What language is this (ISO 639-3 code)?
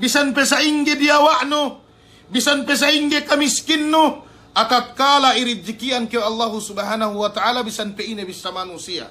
yka